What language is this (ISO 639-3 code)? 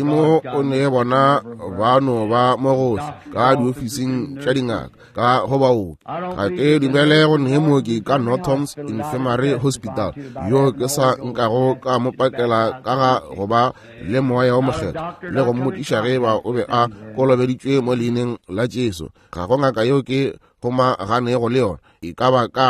nso